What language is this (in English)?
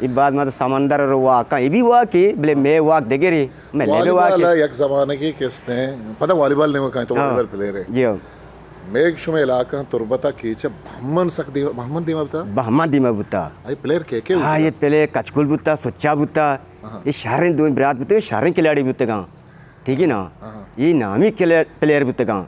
Eastern Balochi